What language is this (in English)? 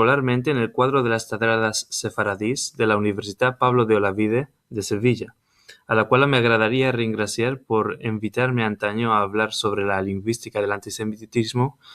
Ladino